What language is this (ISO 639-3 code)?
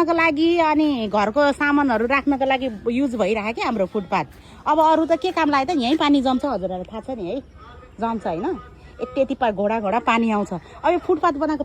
nep